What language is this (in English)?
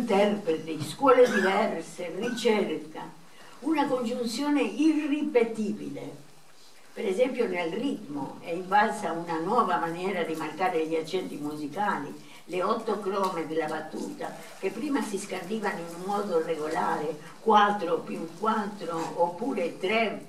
Italian